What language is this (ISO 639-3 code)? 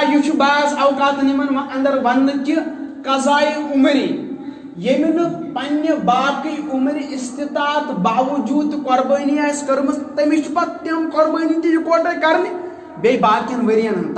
kas